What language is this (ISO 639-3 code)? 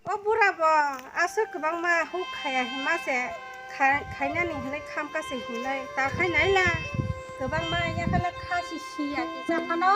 trp